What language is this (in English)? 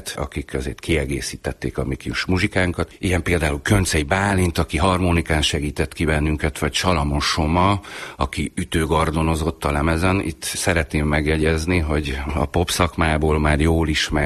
Hungarian